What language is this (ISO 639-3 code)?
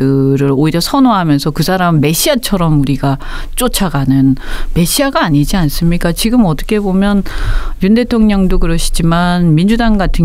kor